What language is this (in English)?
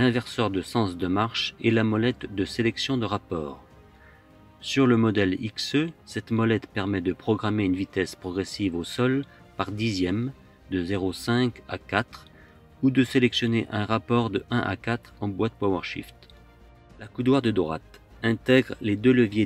French